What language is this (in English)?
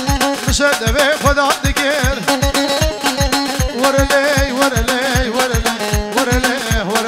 Persian